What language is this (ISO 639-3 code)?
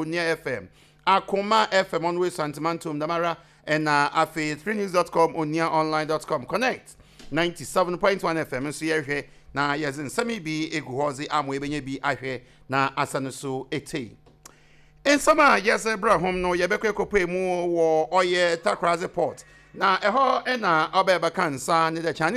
aka